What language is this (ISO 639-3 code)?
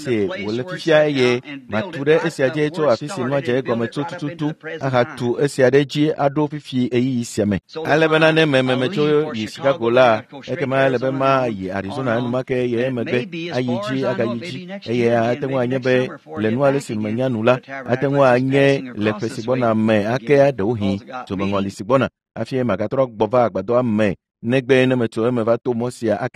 ewe